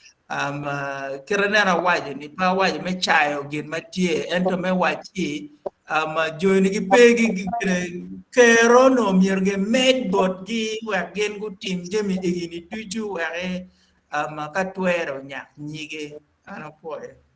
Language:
Acoli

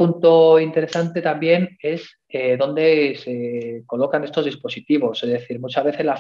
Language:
Spanish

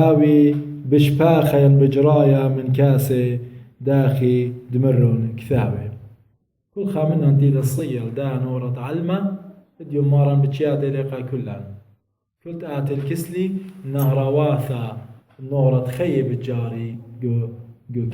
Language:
Assyrian Neo-Aramaic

